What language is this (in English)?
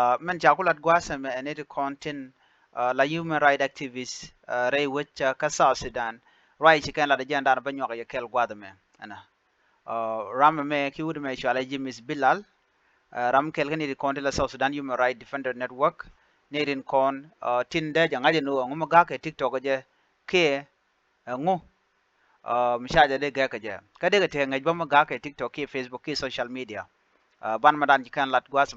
Nuer